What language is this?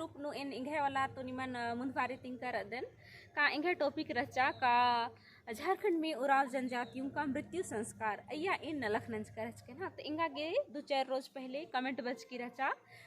Kurukh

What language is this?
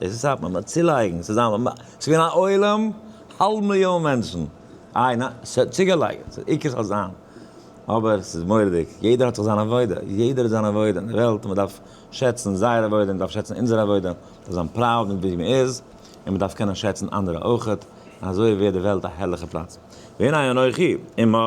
Yiddish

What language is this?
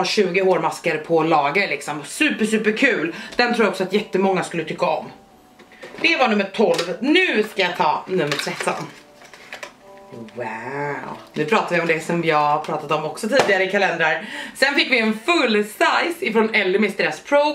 Swedish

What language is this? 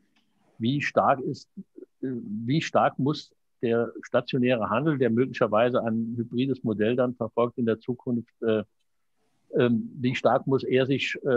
German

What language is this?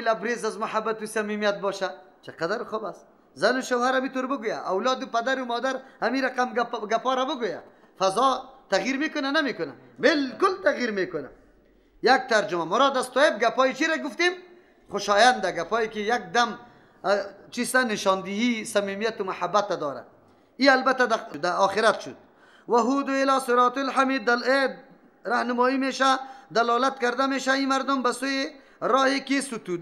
Persian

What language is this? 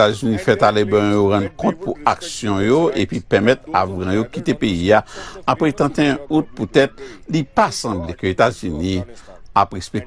Haitian Creole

